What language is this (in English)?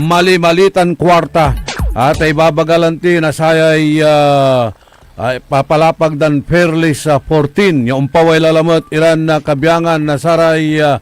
Pangasinan